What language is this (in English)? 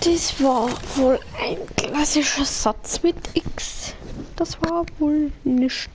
Bavarian